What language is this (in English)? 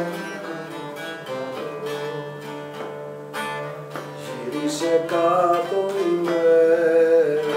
Greek